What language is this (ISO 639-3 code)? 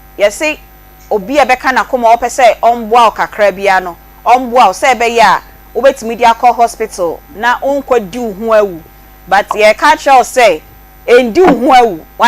aka